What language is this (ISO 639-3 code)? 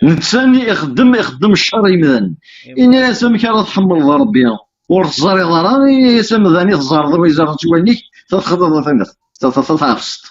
kab